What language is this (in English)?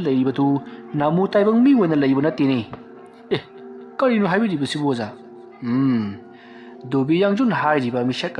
Manipuri